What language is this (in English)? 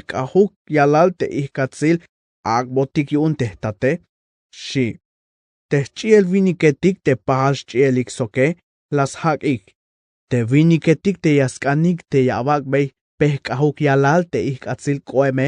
Tzeltal